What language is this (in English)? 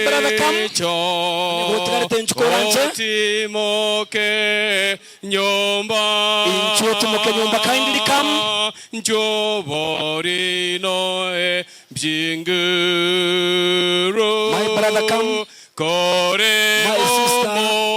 Gusii